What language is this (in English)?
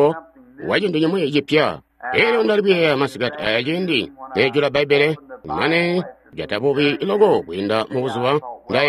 Tonga (Zambia)